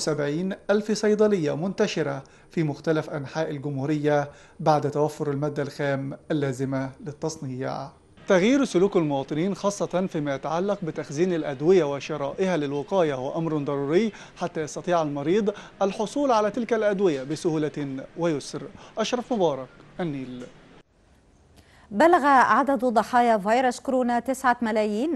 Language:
Arabic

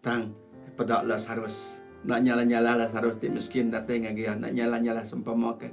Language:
Iban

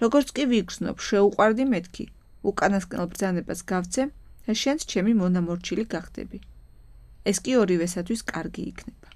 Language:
Georgian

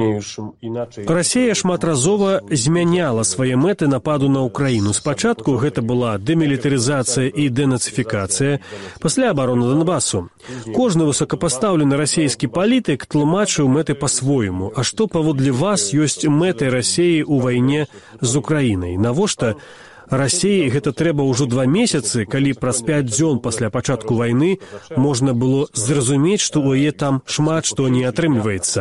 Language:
Belarusian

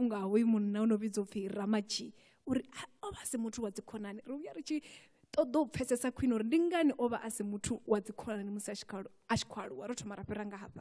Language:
Venda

